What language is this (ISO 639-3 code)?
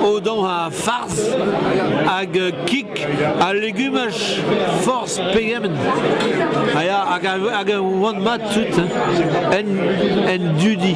bre